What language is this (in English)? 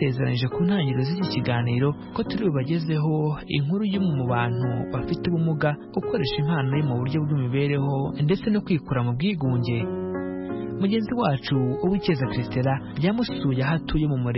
Kinyarwanda